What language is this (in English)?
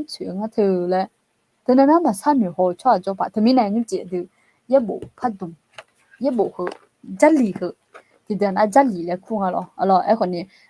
Akha